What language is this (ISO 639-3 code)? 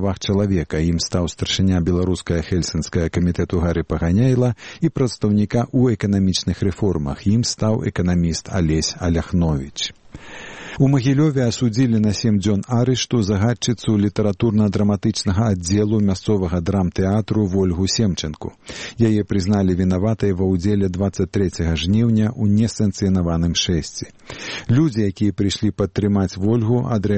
bel